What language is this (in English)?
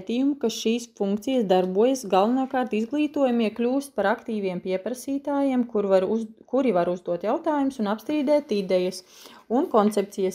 Latvian